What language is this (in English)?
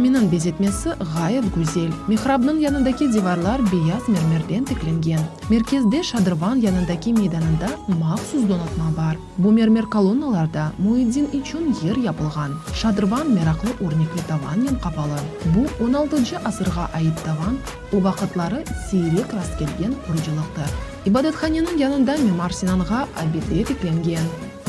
Crimean Tatar